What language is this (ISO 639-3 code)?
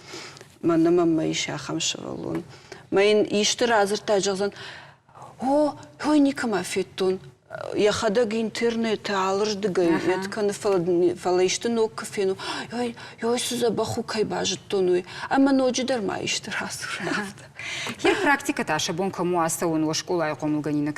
oss